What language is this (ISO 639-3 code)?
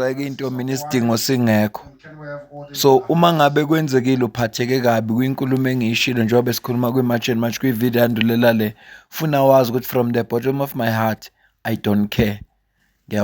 zul